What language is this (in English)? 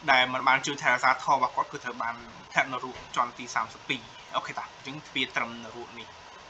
Khmer